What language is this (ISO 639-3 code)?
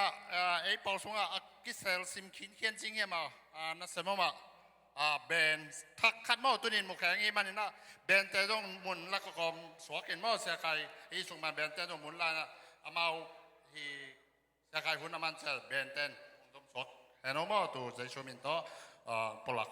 ctd